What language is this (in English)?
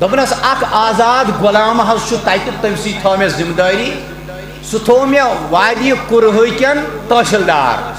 Kashmiri